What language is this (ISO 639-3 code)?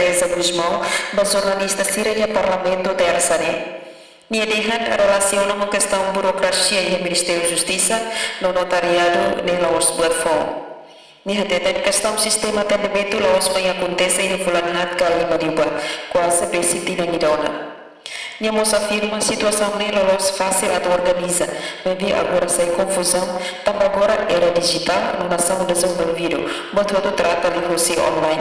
tet